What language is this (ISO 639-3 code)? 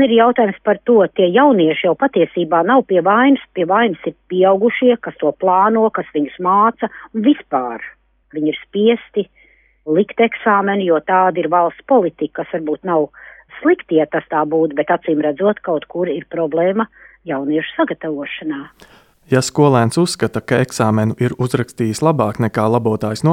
lav